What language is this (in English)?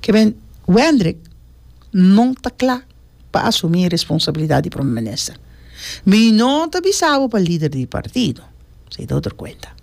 Papiamento